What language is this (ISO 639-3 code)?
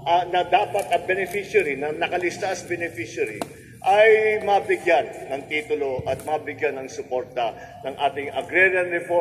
fil